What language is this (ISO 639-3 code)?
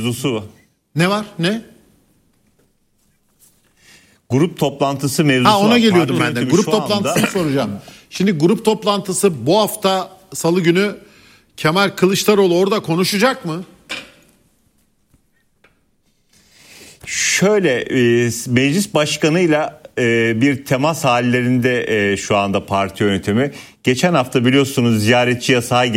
tur